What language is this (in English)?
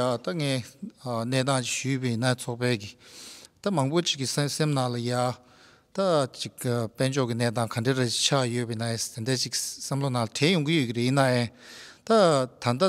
Tibetan